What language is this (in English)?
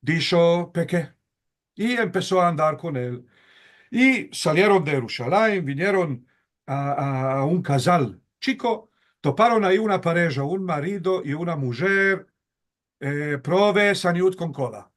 Ladino